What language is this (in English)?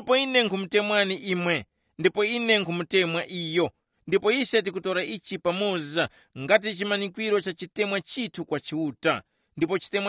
Tumbuka